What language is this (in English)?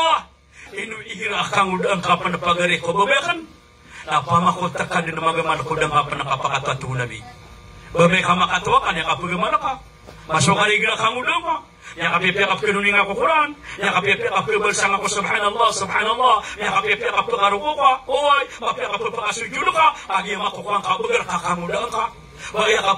Maranao